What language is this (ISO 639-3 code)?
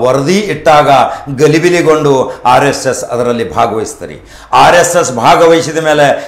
kan